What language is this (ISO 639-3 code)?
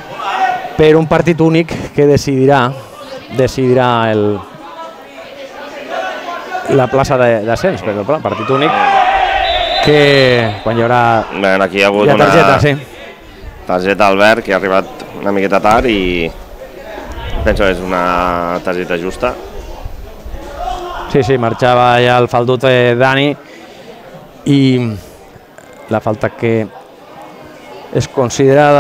cat